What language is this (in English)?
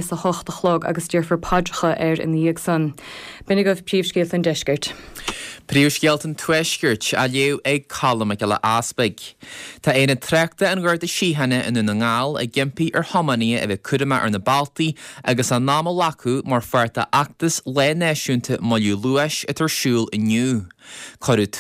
Irish